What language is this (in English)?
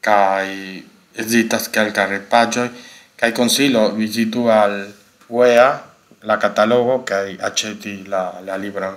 Esperanto